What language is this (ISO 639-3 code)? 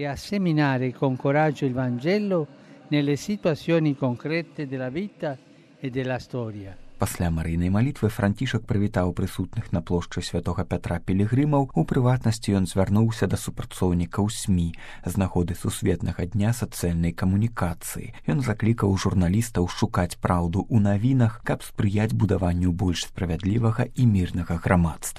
bel